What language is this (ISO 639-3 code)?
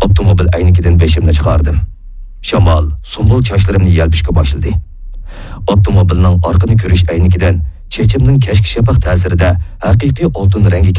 uig